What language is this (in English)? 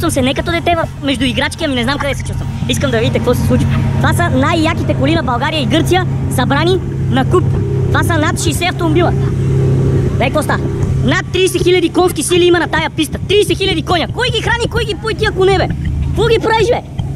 Bulgarian